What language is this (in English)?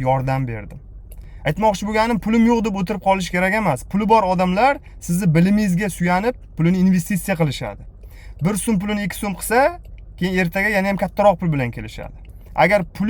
Uzbek